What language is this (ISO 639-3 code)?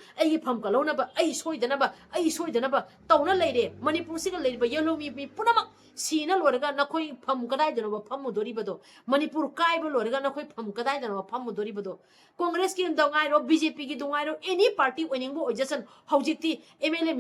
mni